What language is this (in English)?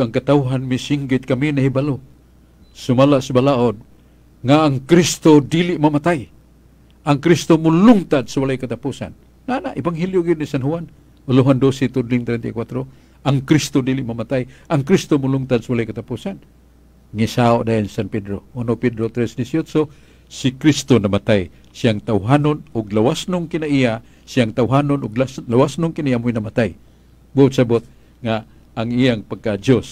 Cebuano